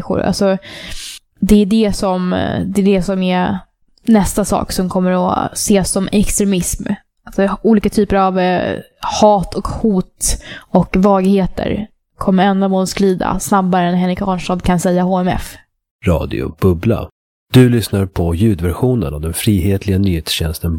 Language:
Swedish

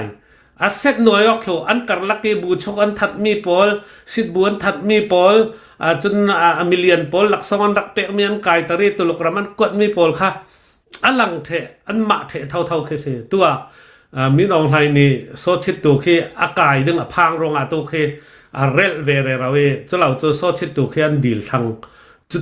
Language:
Hakha Chin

